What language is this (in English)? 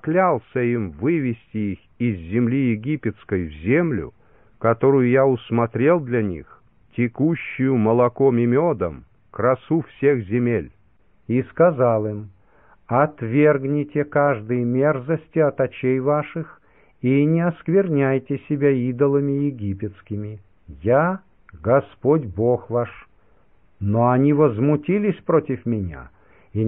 Russian